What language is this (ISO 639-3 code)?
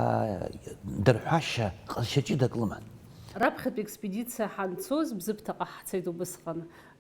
abk